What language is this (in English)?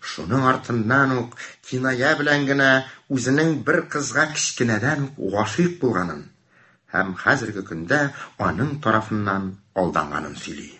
Tatar